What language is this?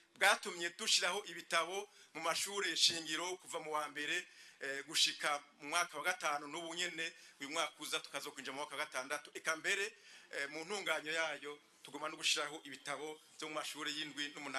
Rundi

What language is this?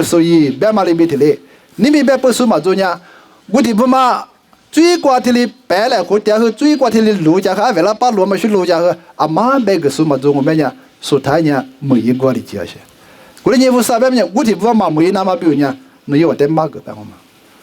Lisu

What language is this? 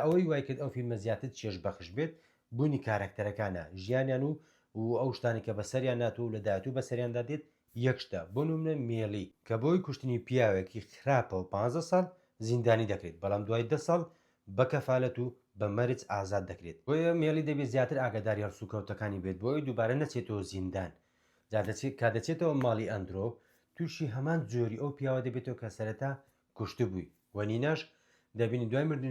Central Kurdish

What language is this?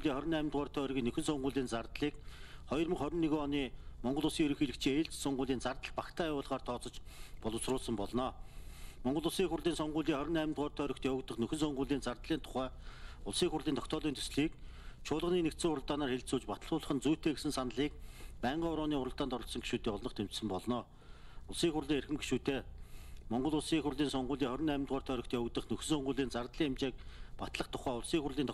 Mongolian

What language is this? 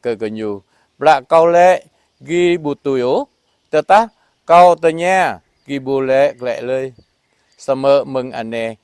Jarai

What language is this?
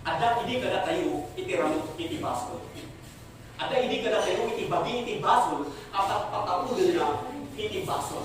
Iloko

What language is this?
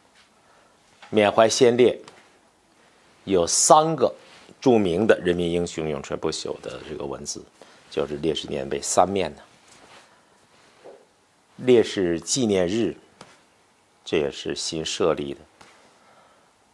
Chinese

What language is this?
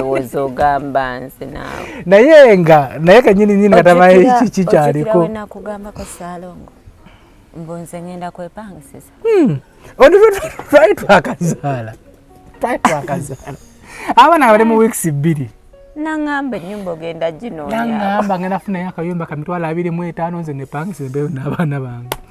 Ganda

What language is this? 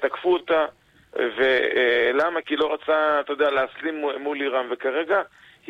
Hebrew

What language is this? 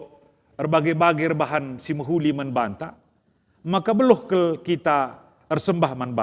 Batak Karo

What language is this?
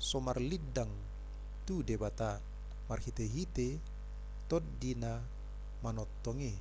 Batak Toba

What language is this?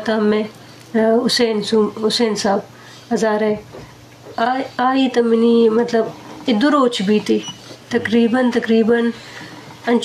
Eastern Balochi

